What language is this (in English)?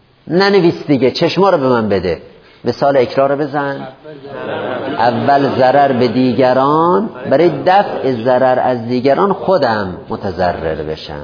Persian